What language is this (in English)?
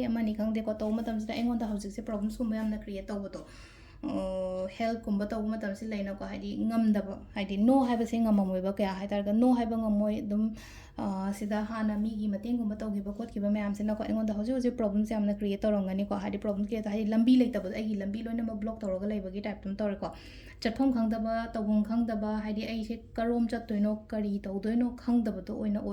Manipuri